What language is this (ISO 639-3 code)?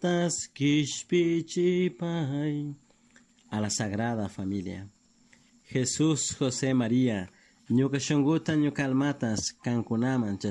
qug